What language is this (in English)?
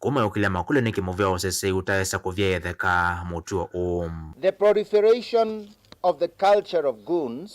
Kamba